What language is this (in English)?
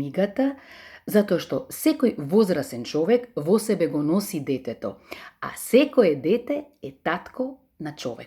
Macedonian